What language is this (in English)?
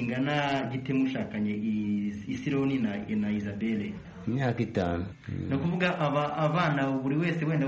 Kinyarwanda